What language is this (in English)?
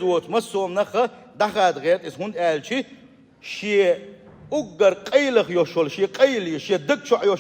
Chechen